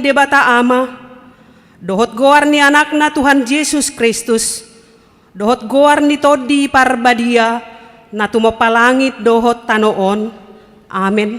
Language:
Batak Toba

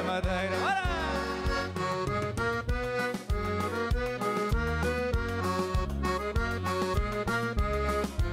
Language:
Portuguese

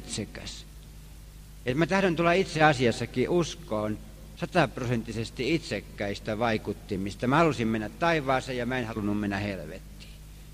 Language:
Finnish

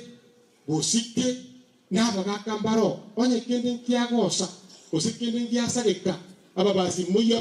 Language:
Gusii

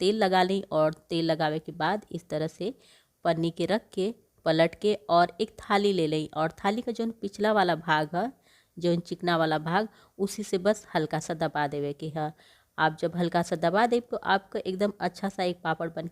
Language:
Bhojpuri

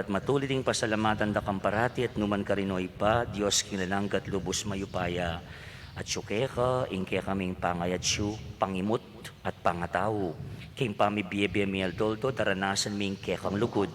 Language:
Pampanga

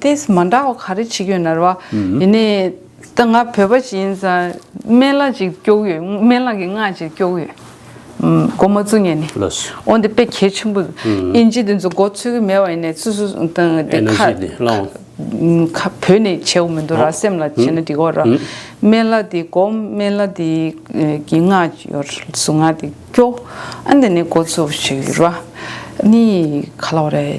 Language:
Tibetan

